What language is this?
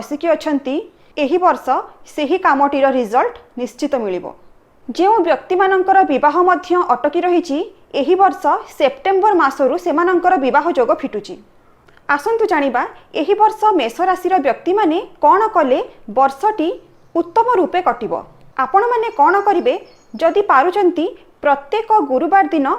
Odia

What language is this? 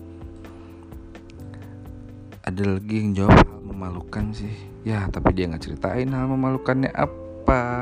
Indonesian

